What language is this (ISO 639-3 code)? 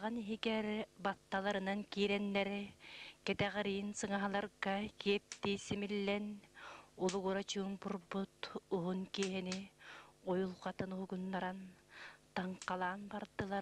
sah